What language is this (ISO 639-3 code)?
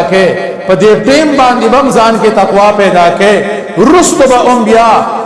pus